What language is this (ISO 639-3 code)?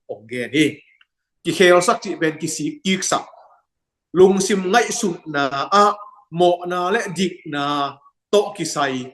ctd